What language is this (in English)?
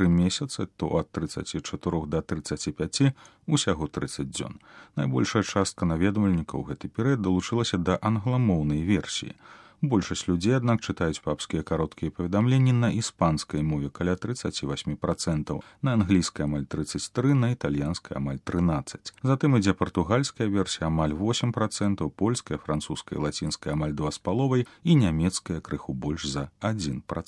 Belarusian